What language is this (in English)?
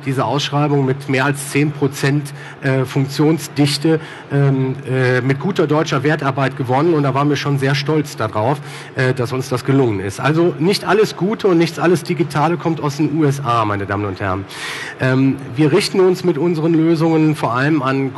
German